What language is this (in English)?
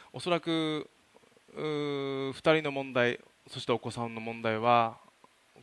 Japanese